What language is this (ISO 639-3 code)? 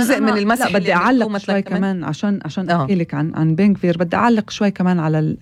apc